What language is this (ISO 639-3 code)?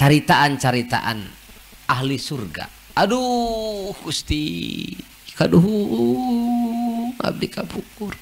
sun